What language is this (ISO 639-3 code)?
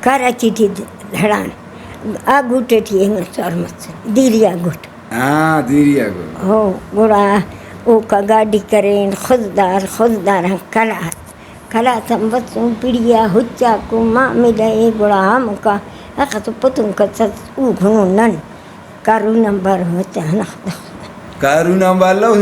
brh